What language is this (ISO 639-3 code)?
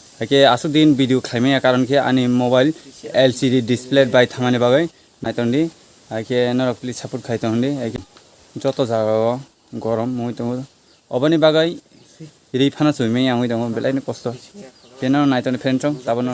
trp